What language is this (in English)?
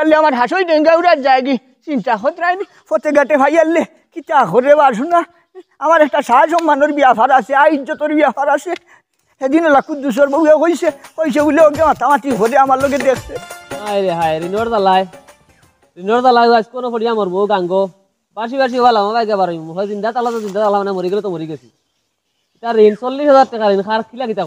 Sylheti